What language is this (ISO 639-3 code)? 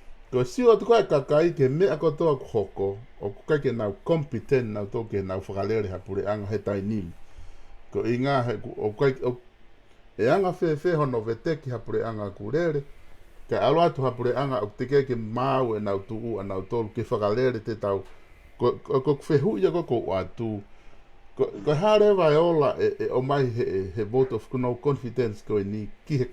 ton